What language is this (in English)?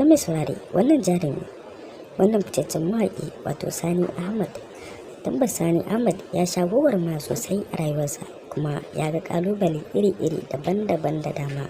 Hausa